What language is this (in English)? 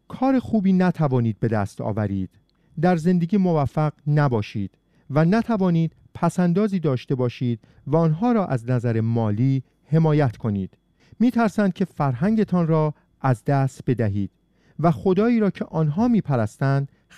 Persian